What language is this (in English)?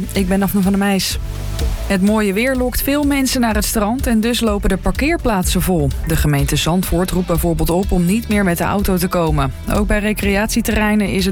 Dutch